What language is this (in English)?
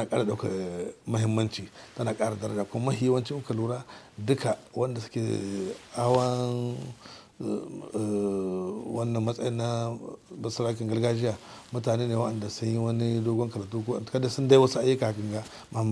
Hausa